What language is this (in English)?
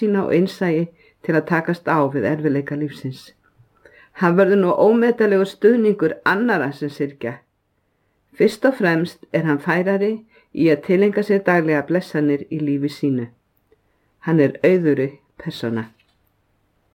Icelandic